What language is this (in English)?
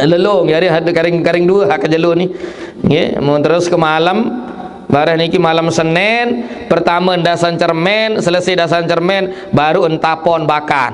Sasak